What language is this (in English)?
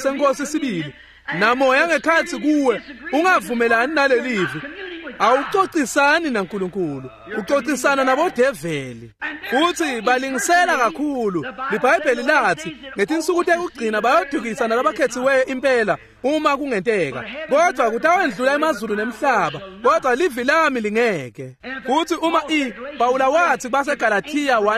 Swati